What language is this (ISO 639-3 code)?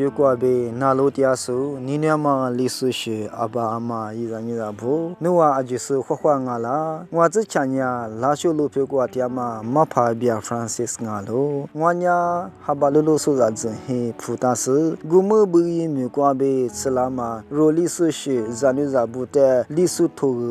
lis